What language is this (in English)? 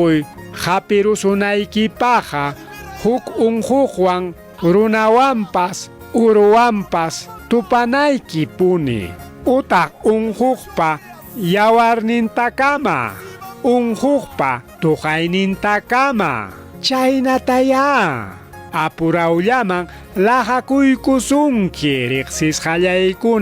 Ayacucho Quechua